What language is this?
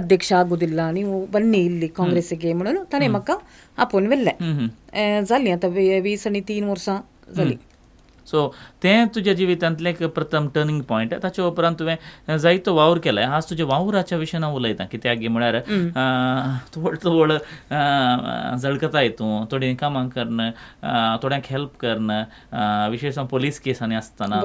Konkani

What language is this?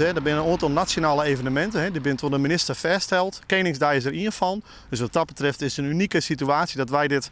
Western Frisian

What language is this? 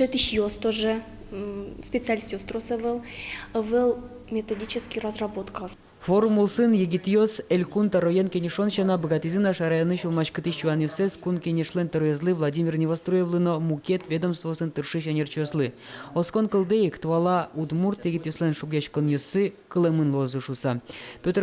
Udmurt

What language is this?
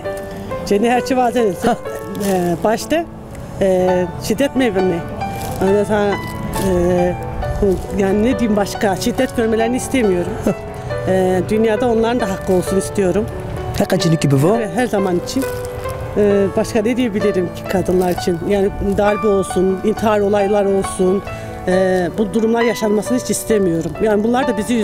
Zaza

